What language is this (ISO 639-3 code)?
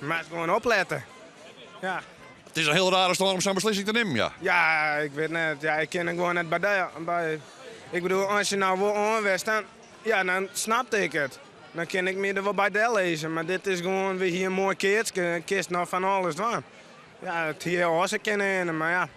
fry